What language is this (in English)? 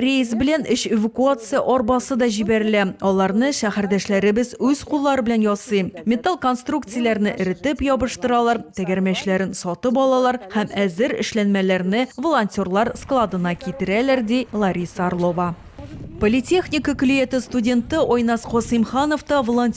Tatar